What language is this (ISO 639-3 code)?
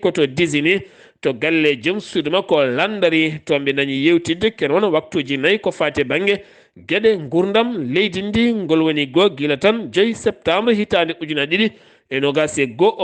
ful